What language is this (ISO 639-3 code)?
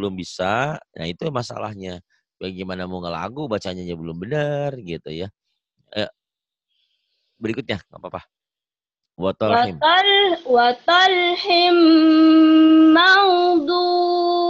ind